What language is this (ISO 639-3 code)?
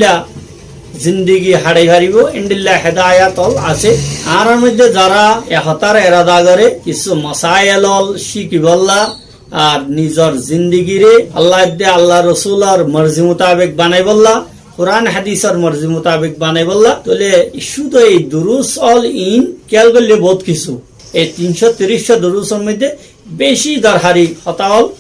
rhg